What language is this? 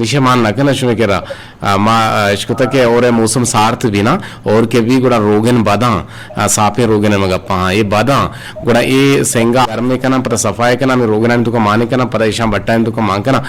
Eastern Balochi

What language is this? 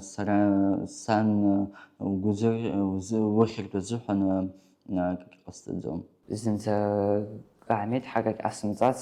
Abkhazian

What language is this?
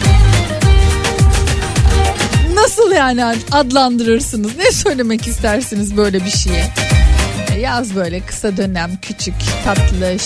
Turkish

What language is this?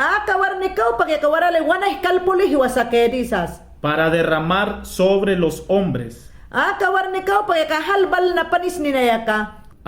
Mayangna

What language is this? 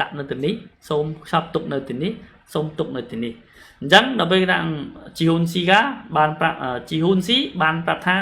Khmer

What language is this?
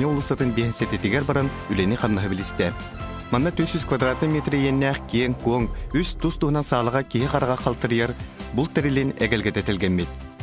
Yakut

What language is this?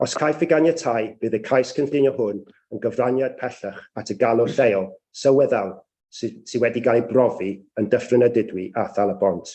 Welsh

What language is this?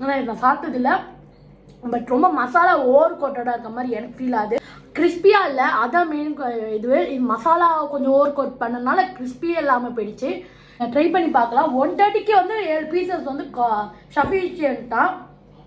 Tamil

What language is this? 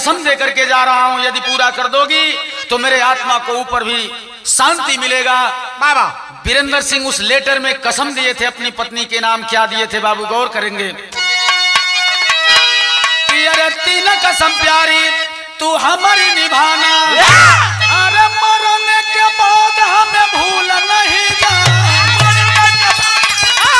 Bhojpuri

